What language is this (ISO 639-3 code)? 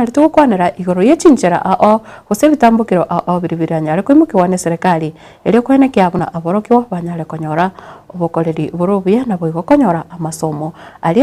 guz